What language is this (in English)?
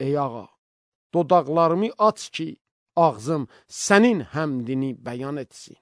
Azerbaijani